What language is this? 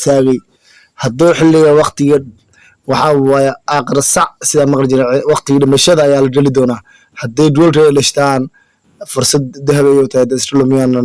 Somali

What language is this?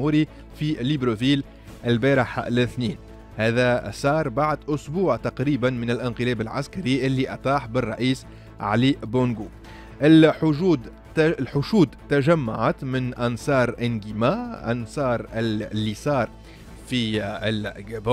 Tunisian Arabic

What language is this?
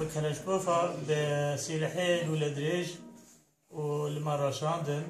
Kurdish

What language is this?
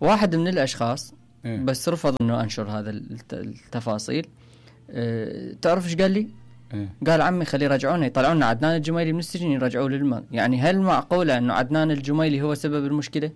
Mesopotamian Arabic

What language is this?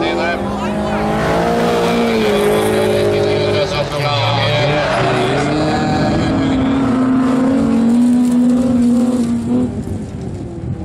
Norwegian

